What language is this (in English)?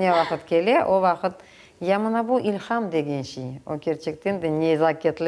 Crimean Tatar